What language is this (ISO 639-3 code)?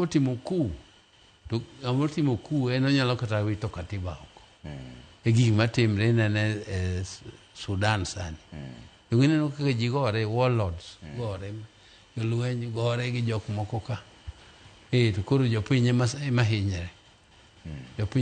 luo